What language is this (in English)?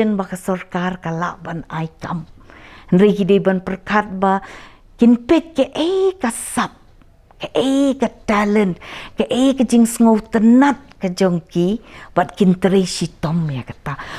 Khasi